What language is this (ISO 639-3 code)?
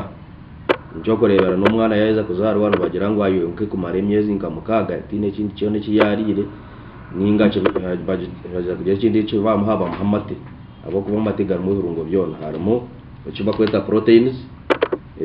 nyn